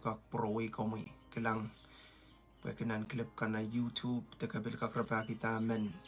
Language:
Pohnpeian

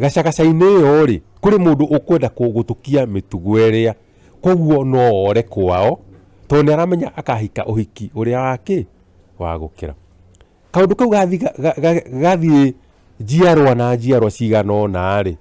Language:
Kikuyu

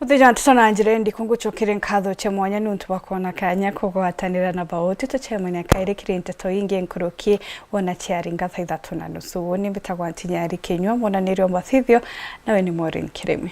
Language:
Meru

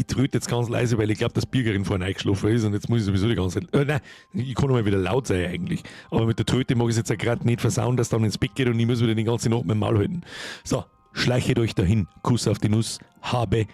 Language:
Bavarian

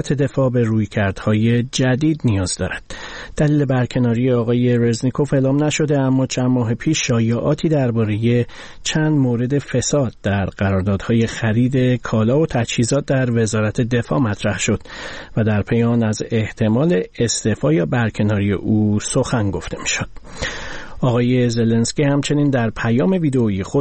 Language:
Persian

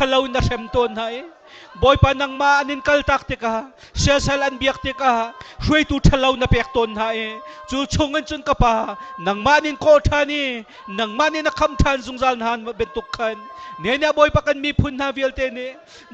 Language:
Hakha Chin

